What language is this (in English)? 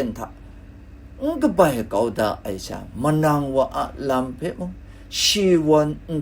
Kachin